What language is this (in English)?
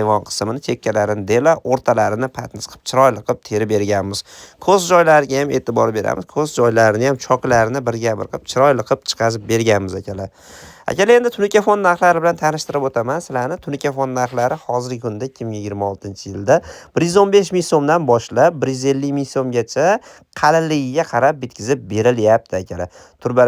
Uzbek